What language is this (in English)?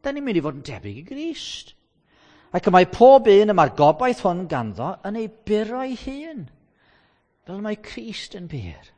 Welsh